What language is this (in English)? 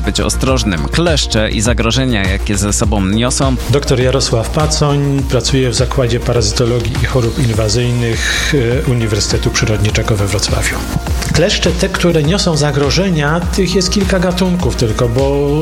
Polish